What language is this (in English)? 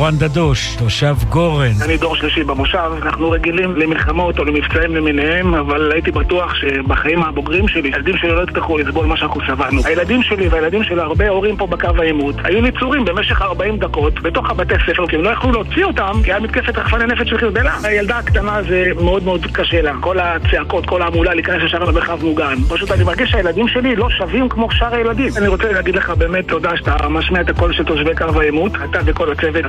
Hebrew